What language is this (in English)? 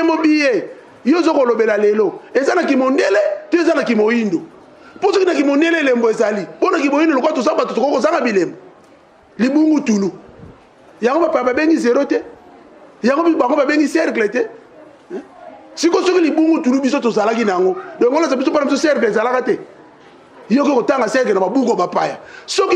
Lingala